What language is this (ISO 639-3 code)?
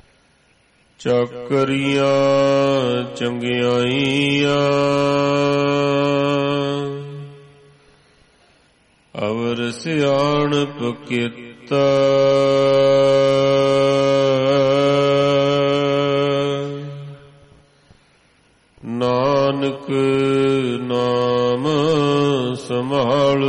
pan